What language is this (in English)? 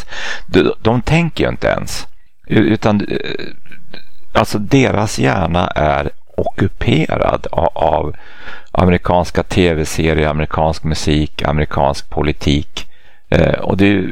Swedish